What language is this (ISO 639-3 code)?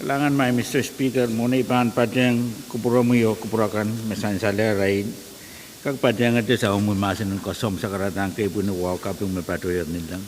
pon